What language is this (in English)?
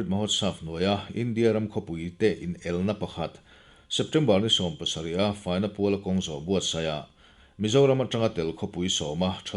Mizo